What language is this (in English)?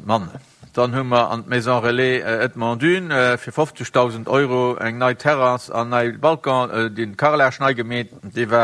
Luxembourgish